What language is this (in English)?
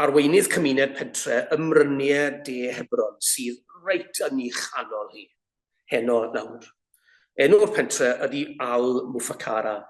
Welsh